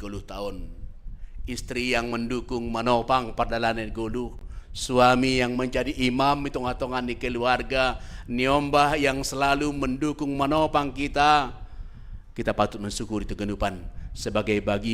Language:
Batak Simalungun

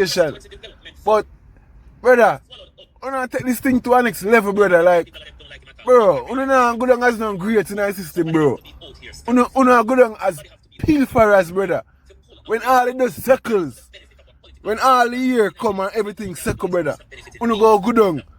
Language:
Jamaican Creole English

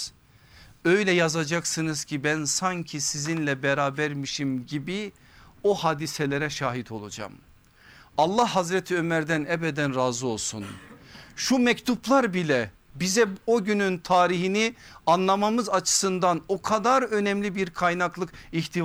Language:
Turkish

